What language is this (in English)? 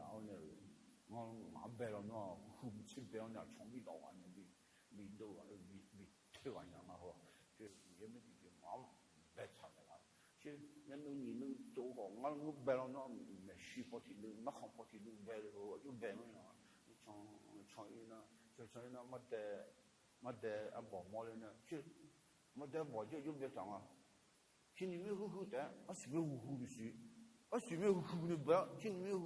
Akha